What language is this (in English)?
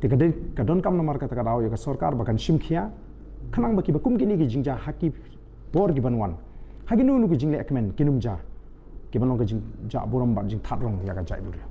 Khasi